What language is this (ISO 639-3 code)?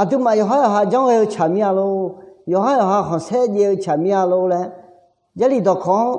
ahk